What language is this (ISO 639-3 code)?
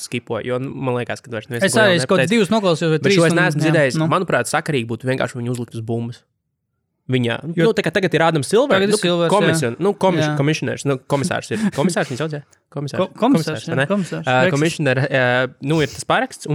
lav